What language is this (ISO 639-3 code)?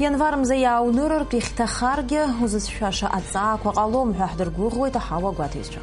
abk